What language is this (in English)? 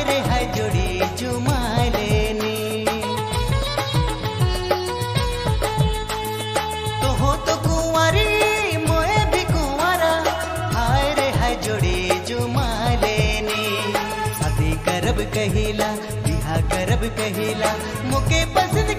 Sadri